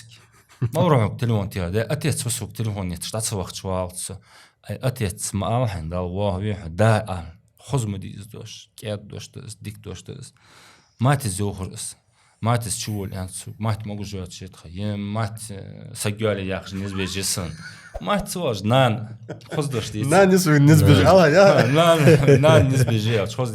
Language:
Ingush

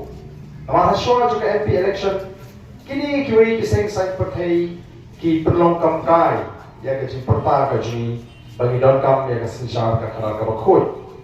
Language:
Khasi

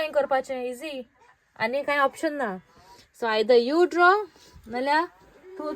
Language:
Konkani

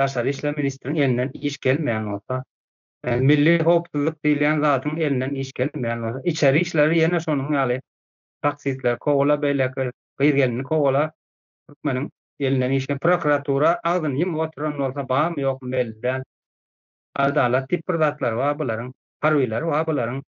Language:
Turkmen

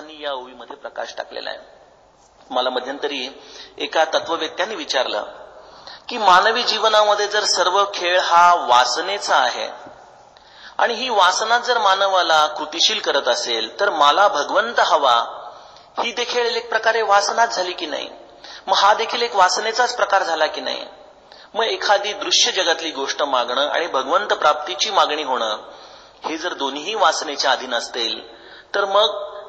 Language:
Marathi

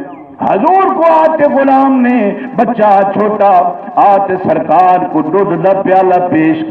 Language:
Saraiki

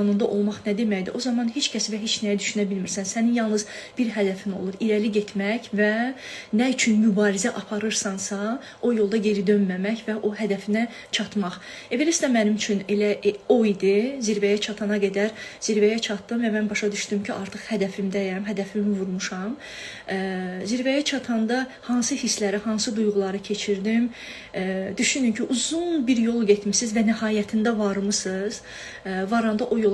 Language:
Azerbaijani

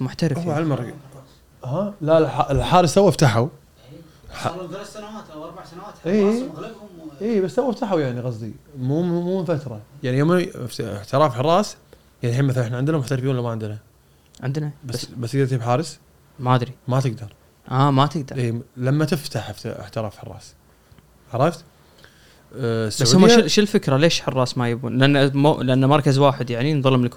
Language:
Gulf Arabic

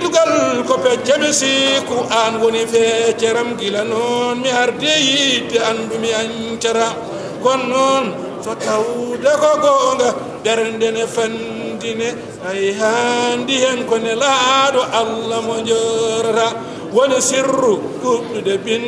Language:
Fula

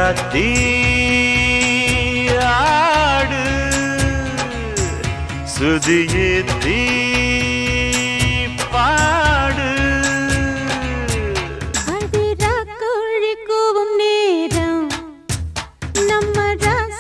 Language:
Tamil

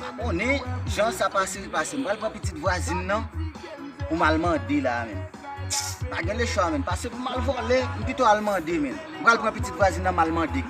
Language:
Haitian Creole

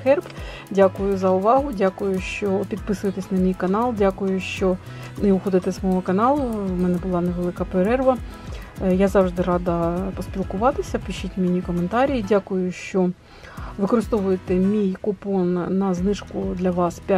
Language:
Ukrainian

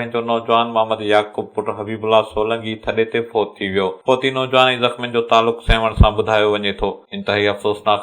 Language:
Sindhi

